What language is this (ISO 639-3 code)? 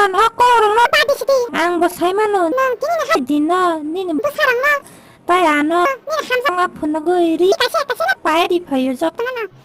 trp